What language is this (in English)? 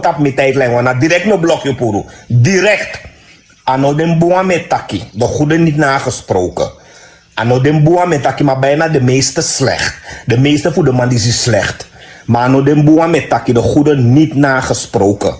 Sranan Tongo